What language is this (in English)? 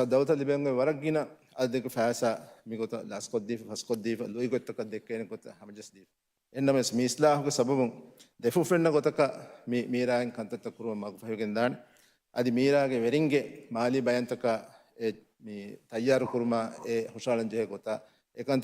Divehi